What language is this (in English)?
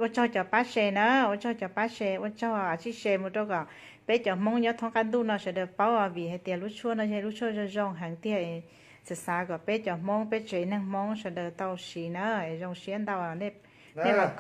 Hmong